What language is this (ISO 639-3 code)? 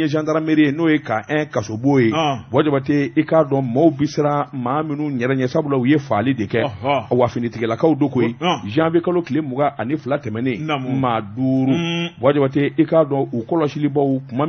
bam